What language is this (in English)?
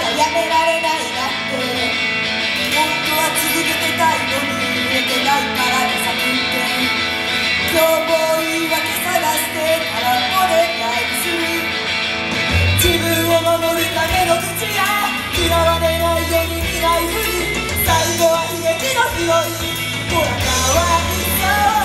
Japanese